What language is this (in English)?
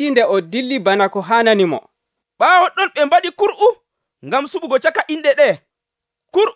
Nigerian Fulfulde